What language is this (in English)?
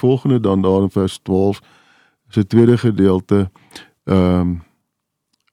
Afrikaans